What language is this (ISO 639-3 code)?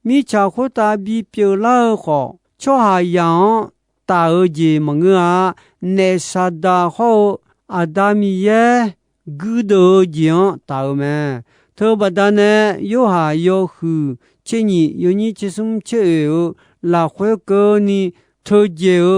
ahk